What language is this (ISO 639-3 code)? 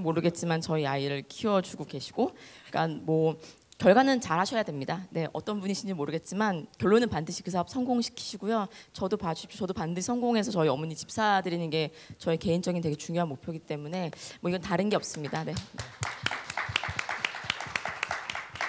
kor